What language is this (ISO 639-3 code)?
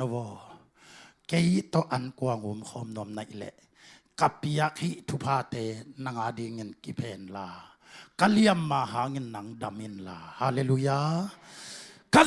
ctd